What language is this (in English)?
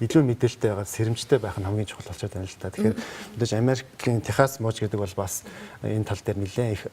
Mongolian